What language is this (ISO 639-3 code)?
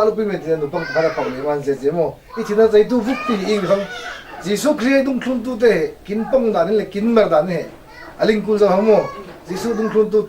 cfm